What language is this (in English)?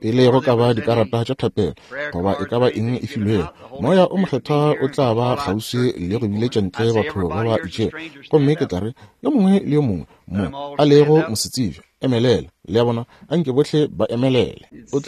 Northern Sotho